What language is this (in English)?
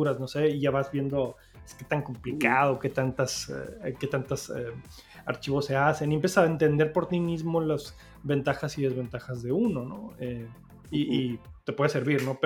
Spanish